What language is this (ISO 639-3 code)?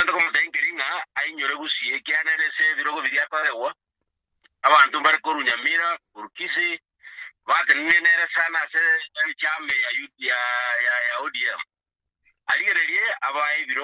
guz